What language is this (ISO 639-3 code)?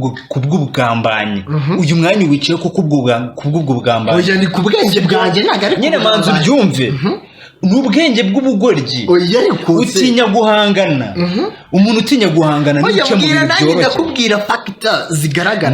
kin